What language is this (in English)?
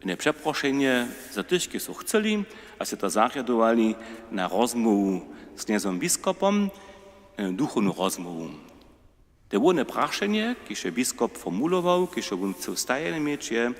Upper Sorbian